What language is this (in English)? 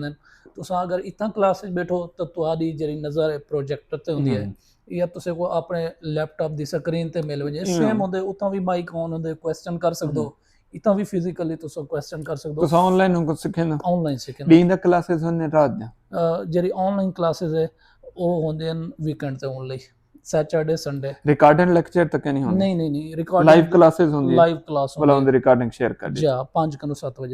Saraiki